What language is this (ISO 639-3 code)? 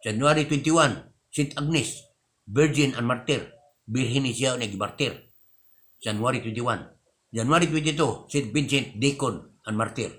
ceb